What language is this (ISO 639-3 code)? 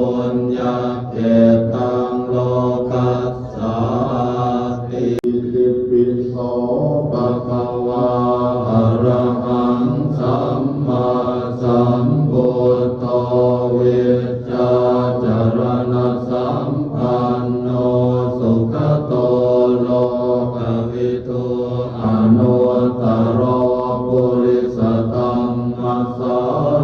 pli